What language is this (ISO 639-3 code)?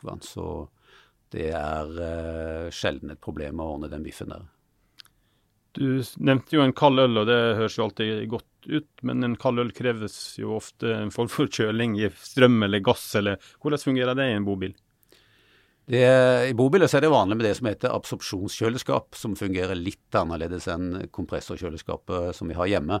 nor